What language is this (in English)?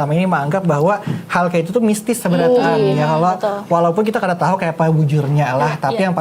Banjar